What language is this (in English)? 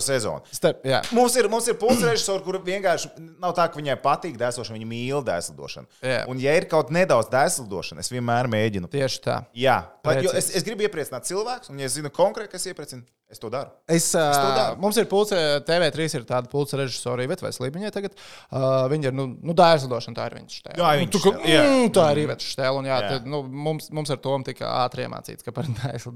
Latvian